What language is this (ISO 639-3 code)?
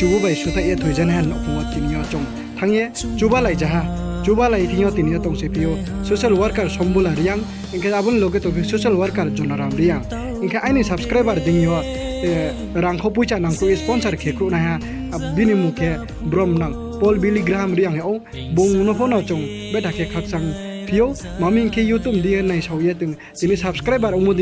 ria